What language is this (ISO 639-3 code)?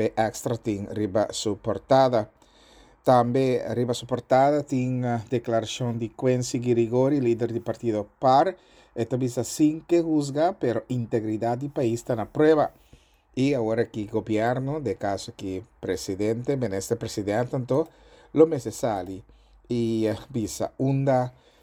pap